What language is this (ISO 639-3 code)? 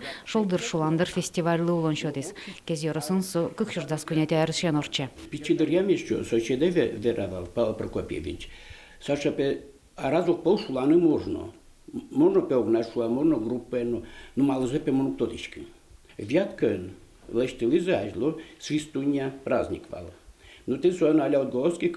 udm